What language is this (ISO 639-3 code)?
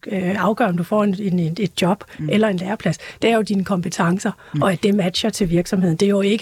dan